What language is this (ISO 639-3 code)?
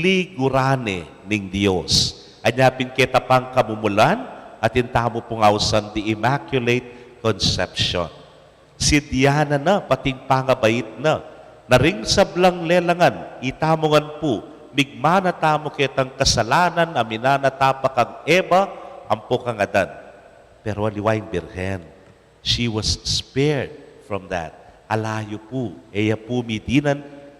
pam